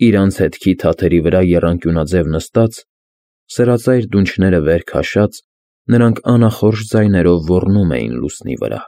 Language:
Armenian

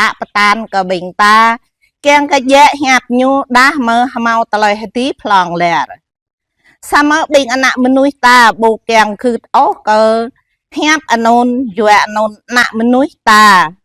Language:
Jarai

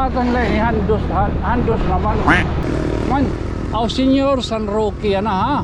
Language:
Waray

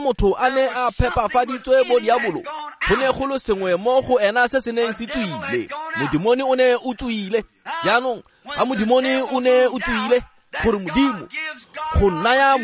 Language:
Tswana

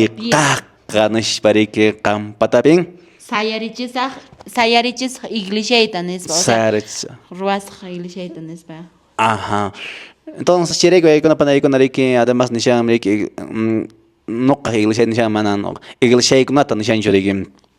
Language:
Quechua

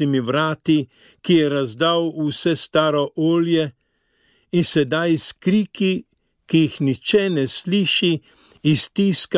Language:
Slovenian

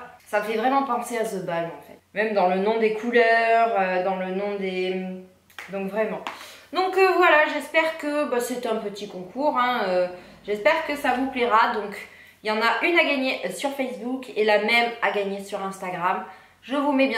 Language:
French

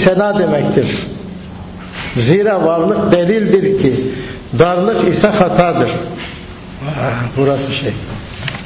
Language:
Turkish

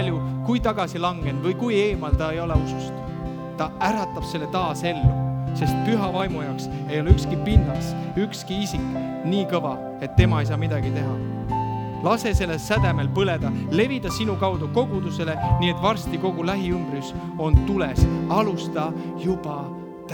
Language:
Estonian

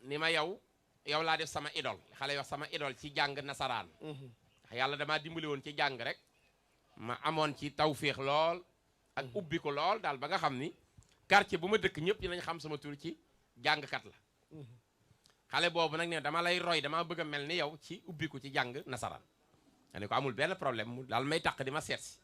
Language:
Wolof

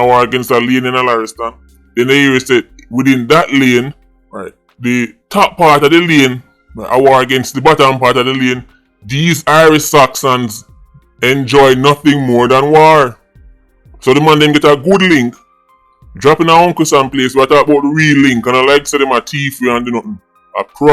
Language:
Jamaican Creole English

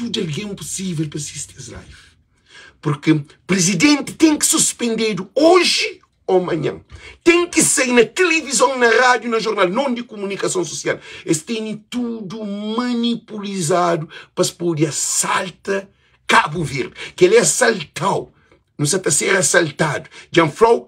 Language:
Kabuverdianu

